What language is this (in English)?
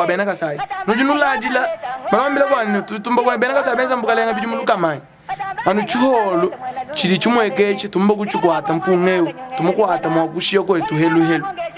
Luba-Lulua